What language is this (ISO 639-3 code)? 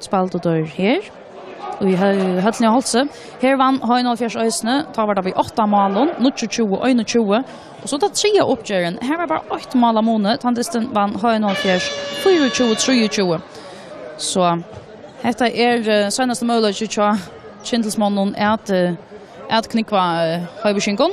fao